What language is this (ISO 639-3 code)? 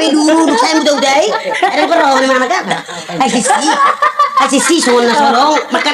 bbc